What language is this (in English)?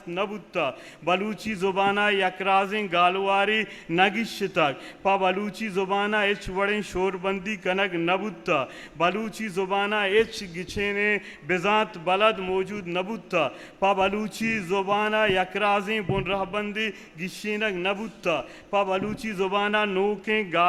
Eastern Balochi